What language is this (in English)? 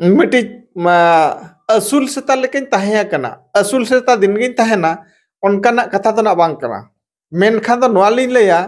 Santali